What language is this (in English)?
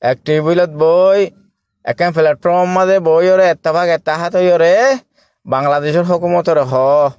Rohingya